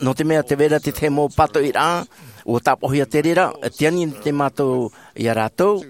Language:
Tahitian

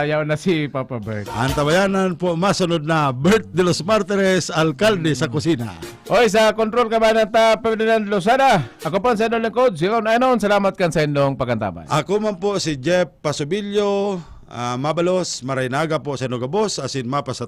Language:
Bikol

